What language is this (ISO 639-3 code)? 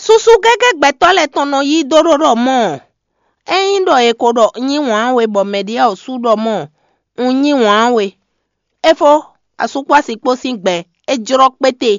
fon